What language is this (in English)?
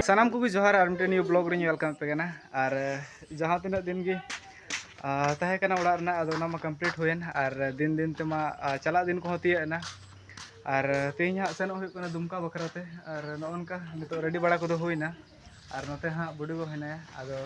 Santali